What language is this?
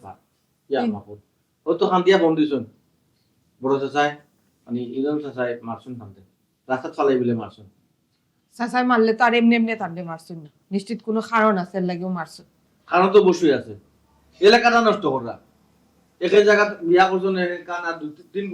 Sylheti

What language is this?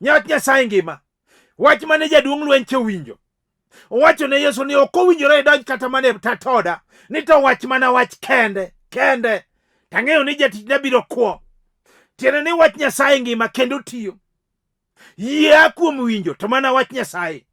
Luo (Kenya and Tanzania)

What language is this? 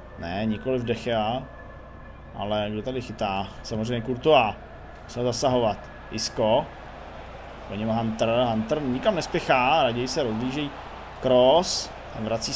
Czech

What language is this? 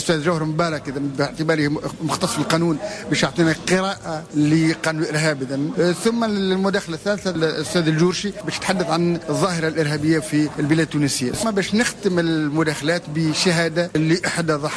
Tunisian Arabic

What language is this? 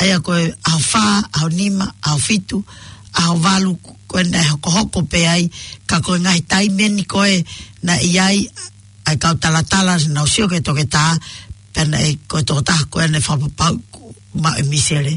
Tongan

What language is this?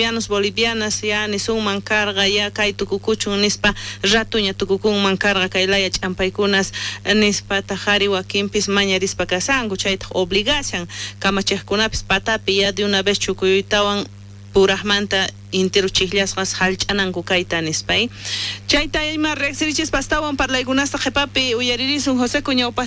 South Bolivian Quechua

